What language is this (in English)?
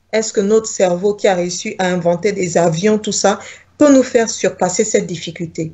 French